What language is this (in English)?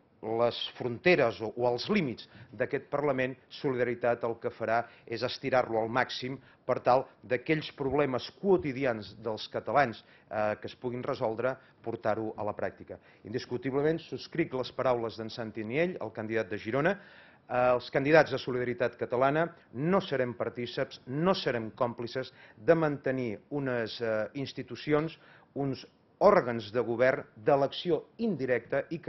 Catalan